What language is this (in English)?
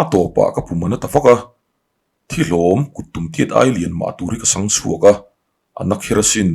Mizo